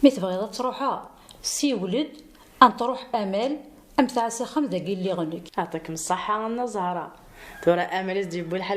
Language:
Kabyle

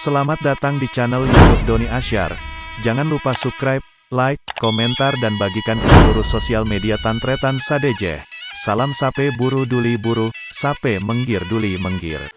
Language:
Madurese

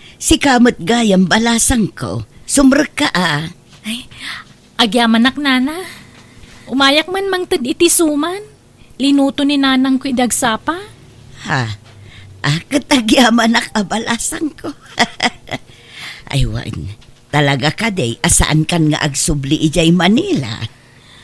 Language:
Iloko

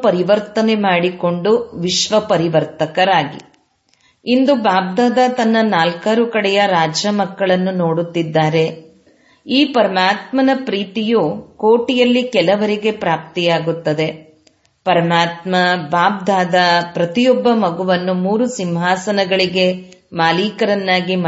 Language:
Kannada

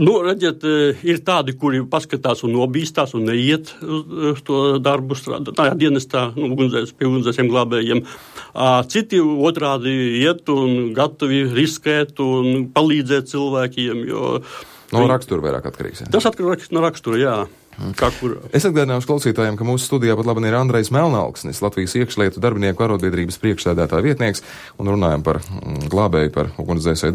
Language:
Latvian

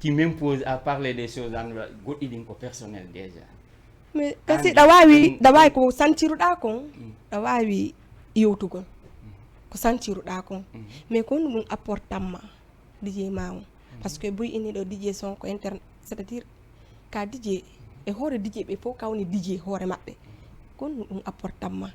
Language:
Fula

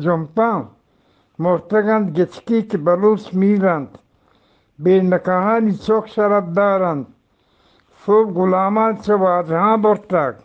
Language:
Eastern Balochi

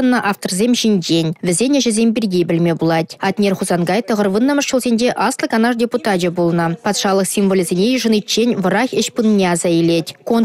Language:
Chuvash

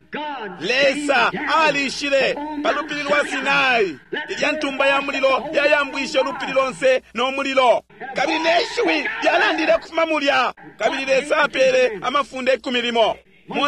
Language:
Bemba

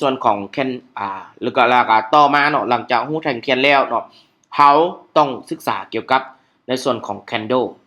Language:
Lao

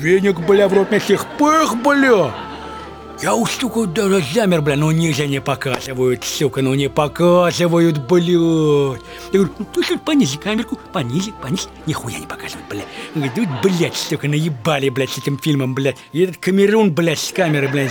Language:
Russian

